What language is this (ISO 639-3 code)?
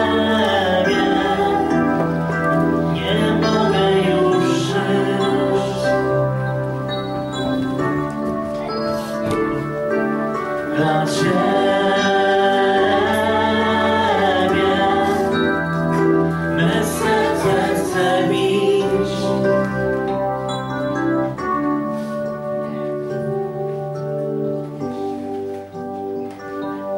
pol